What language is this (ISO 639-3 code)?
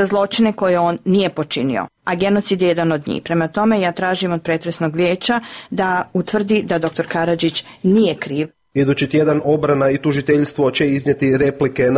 srp